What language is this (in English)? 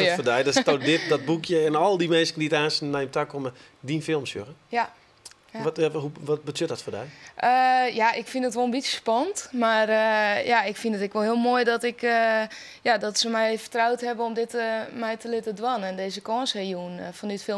Western Frisian